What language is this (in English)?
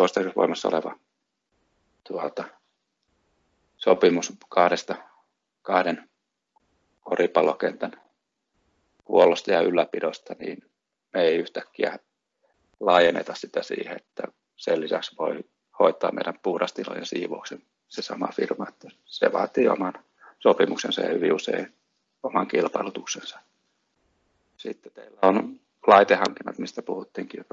Finnish